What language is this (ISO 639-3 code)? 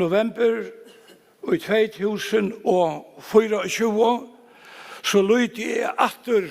fao